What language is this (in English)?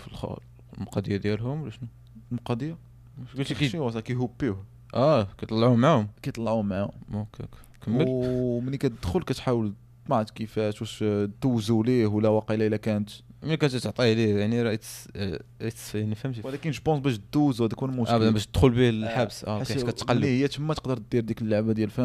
Moroccan Arabic